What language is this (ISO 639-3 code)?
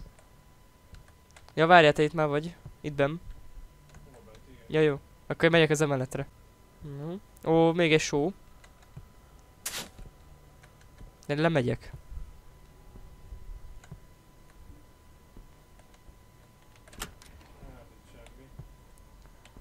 hun